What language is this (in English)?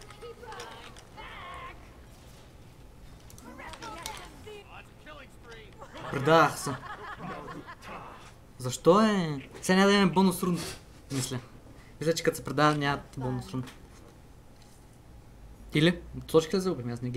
Bulgarian